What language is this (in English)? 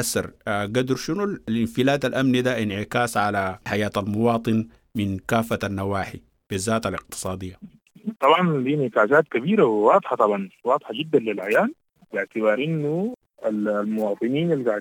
Sudanese Arabic